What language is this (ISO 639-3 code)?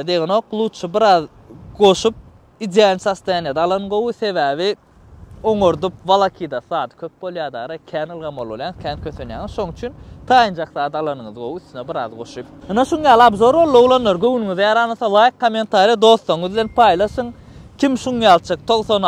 tuk